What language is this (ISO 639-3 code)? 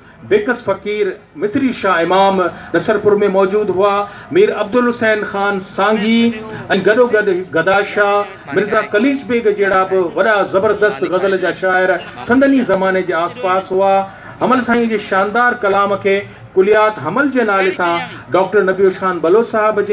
snd